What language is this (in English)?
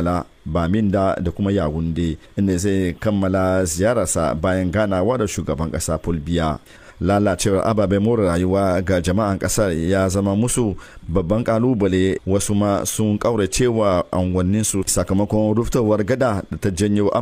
Hausa